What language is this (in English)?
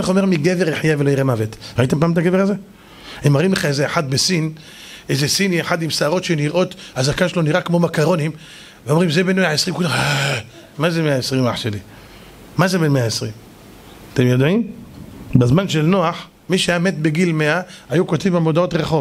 Hebrew